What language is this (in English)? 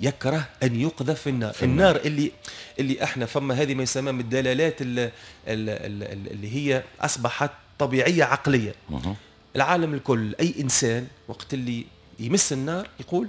Tunisian Arabic